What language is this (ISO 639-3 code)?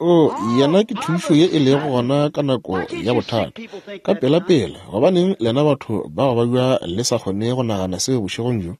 nso